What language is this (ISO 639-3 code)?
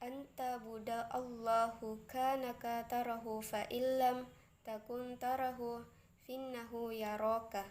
mak